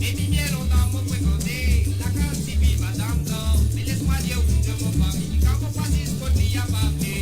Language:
Morisyen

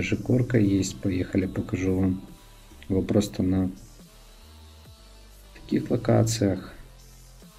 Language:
Russian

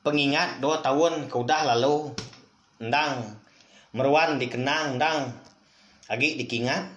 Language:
Iban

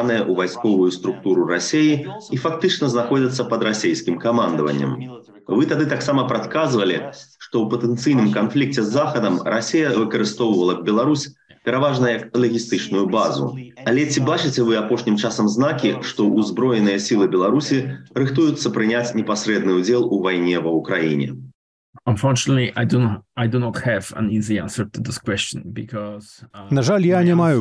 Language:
Belarusian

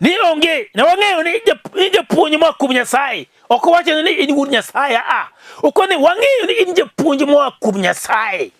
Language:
Luo (Kenya and Tanzania)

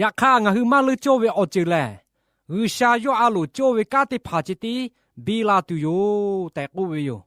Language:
Lahu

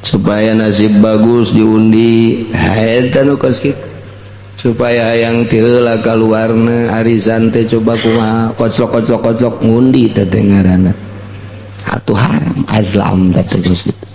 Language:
Sundanese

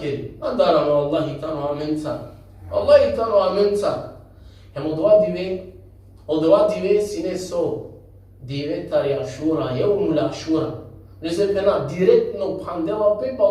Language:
Balkan Romani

